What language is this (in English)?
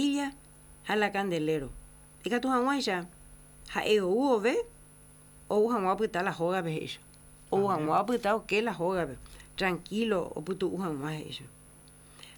Guarani